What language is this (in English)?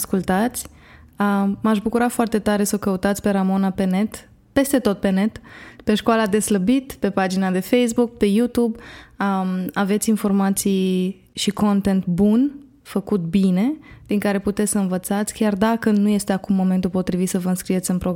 Romanian